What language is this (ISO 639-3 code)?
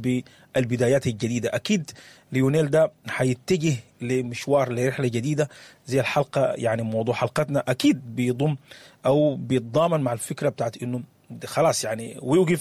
apd